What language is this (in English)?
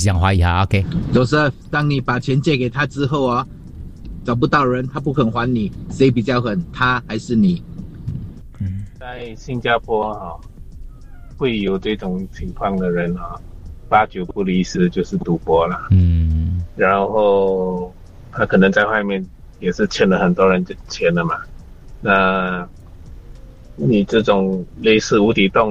Chinese